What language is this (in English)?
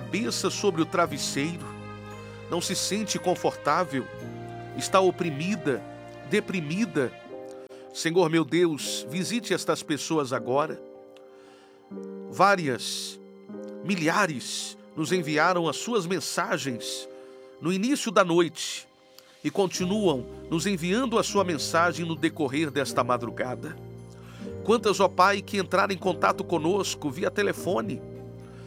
Portuguese